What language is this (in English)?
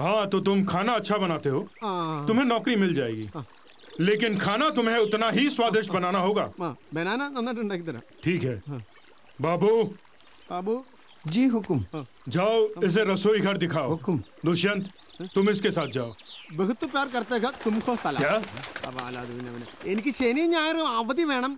Malayalam